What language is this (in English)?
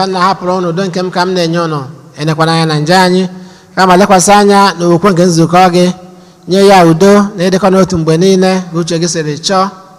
Igbo